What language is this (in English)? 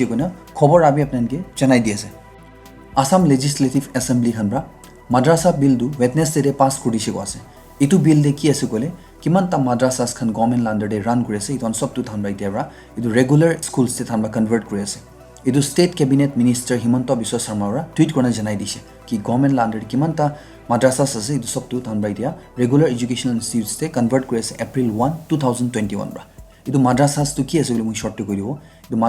Naga Pidgin